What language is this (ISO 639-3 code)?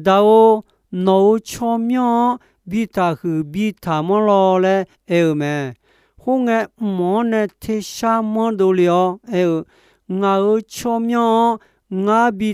ahk